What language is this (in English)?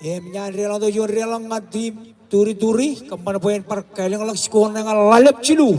Marshallese